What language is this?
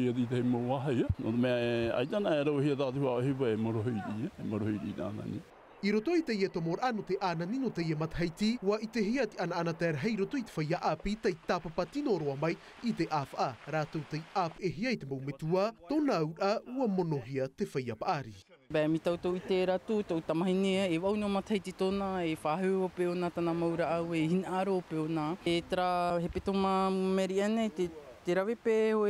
Tahitian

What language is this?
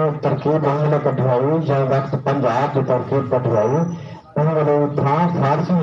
Saraiki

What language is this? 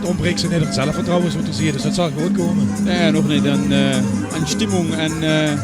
Limburgish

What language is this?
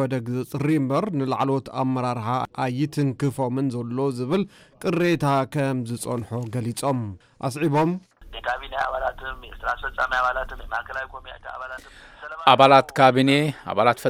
Tigrinya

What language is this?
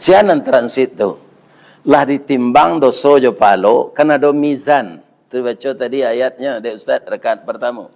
Minangkabau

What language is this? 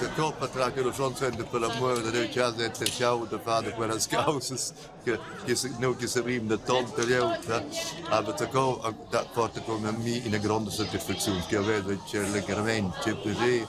Romansh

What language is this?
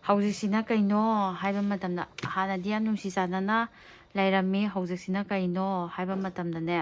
Manipuri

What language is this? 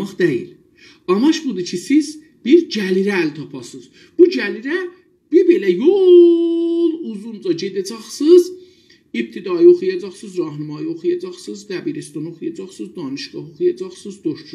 South Azerbaijani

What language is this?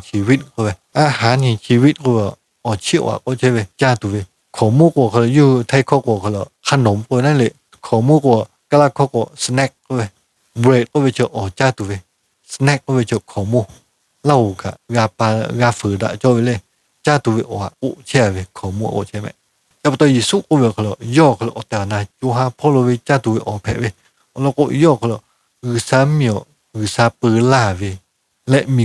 Lahu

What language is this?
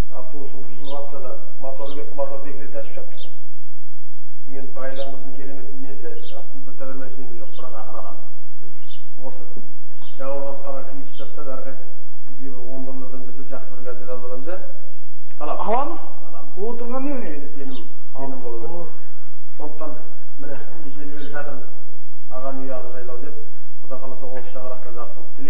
Kazakh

